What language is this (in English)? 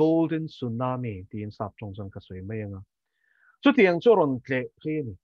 Mizo